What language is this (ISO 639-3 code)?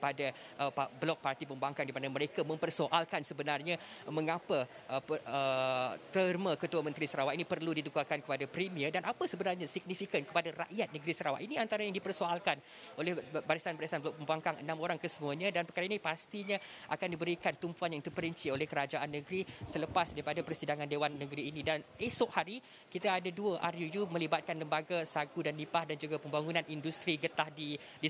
msa